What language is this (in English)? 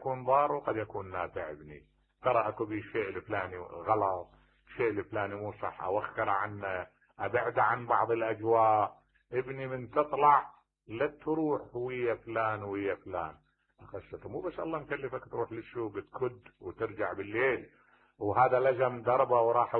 Mesopotamian Arabic